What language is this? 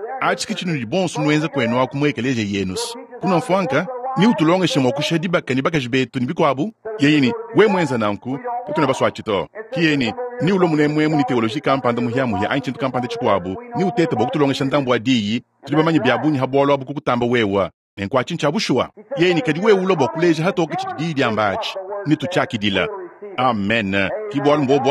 Luba-Lulua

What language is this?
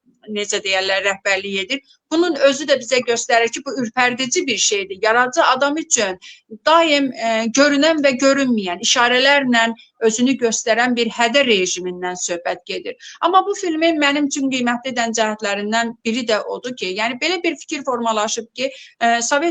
Azerbaijani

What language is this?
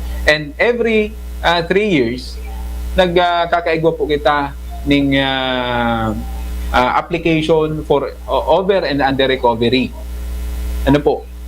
Bikol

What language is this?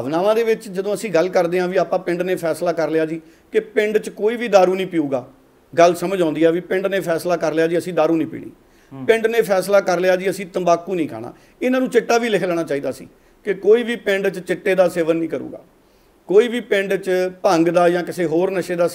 Punjabi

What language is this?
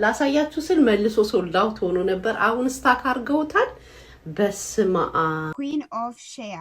Amharic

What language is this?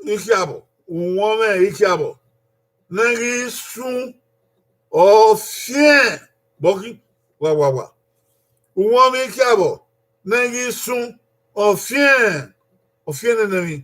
Bini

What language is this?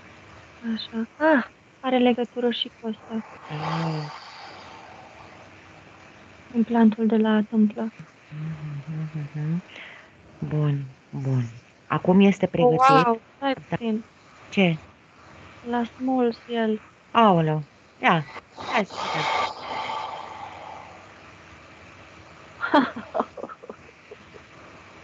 Romanian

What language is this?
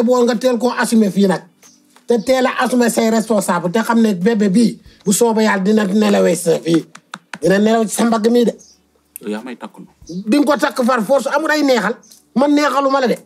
Wolof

